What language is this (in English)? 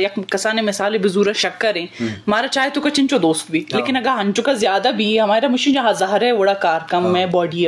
Eastern Balochi